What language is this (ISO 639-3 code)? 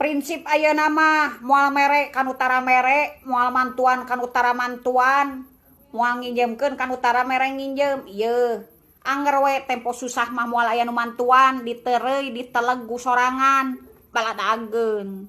sun